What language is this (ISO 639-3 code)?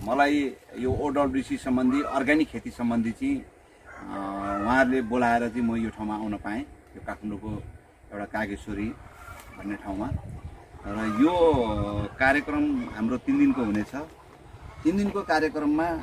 nep